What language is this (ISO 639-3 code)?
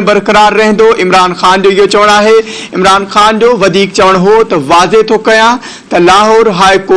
snd